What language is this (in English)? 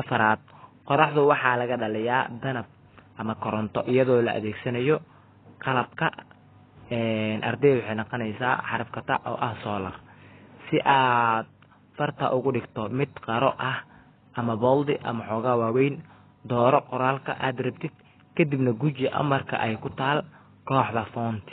Somali